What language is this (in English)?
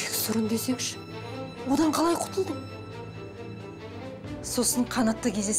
Kazakh